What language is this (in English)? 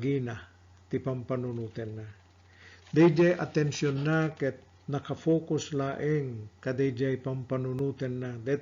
Iloko